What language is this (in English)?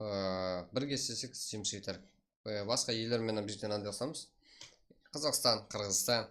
Kara-Kalpak